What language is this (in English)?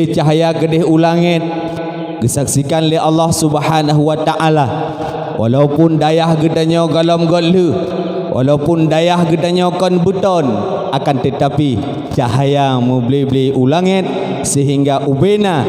Achinese